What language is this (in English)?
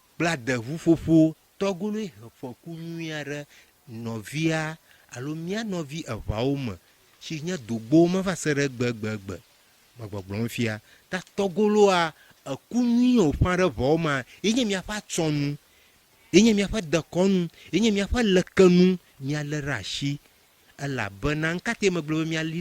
Ewe